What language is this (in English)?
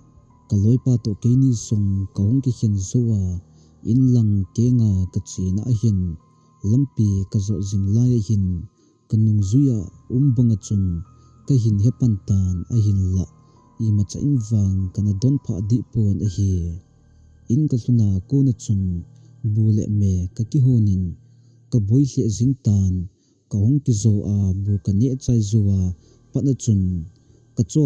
Thado Chin